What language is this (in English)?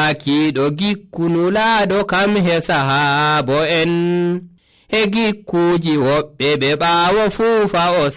Nigerian Fulfulde